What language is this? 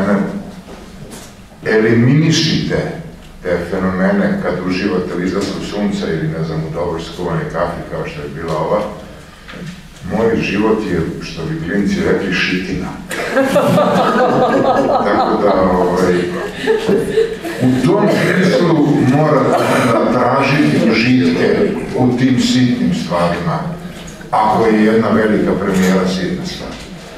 Serbian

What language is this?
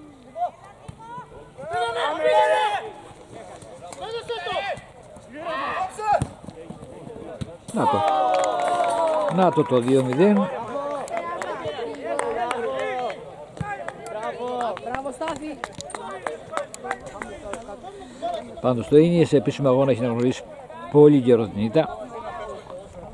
Greek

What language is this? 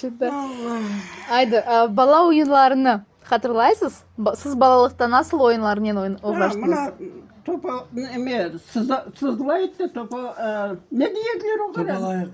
Crimean Tatar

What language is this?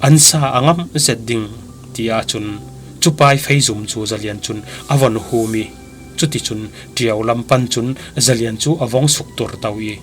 Falam Chin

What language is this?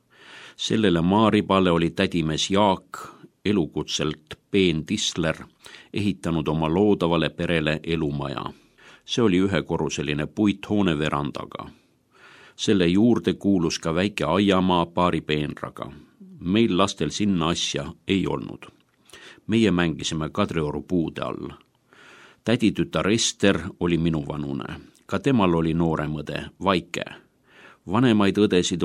Estonian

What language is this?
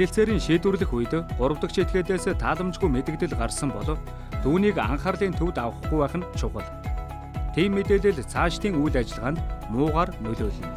Mongolian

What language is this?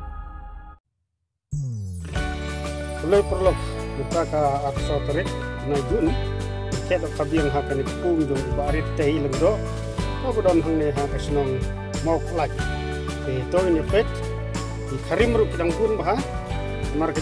Khasi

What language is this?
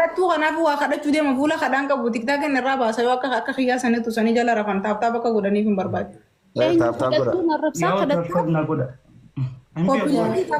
Oromo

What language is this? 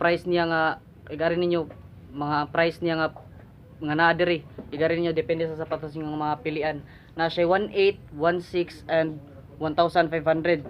Cebuano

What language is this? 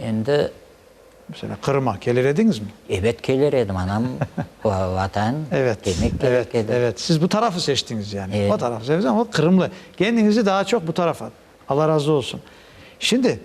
Crimean Tatar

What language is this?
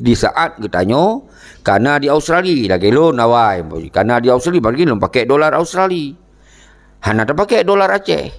Achinese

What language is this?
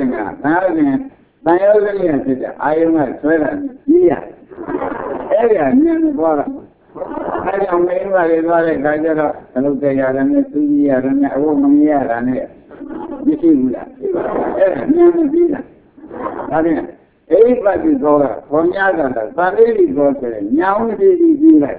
Burmese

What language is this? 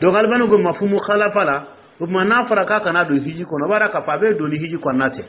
Dyula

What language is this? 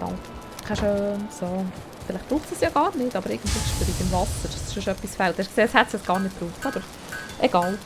Swiss German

